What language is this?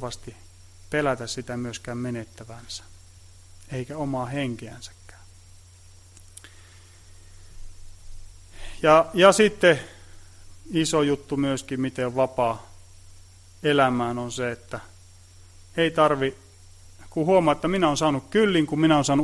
Finnish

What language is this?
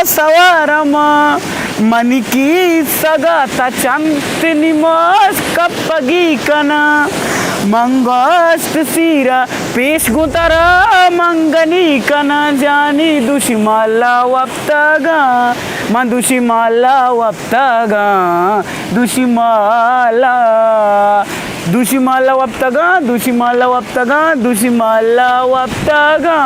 Eastern Balochi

